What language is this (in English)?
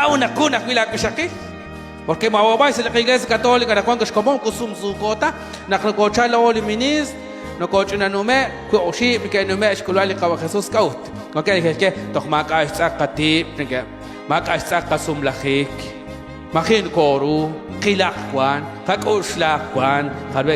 Kekchí